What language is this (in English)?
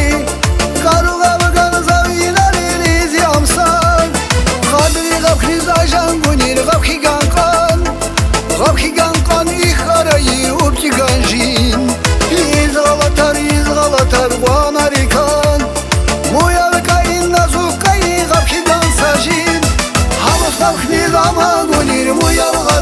Tabassaran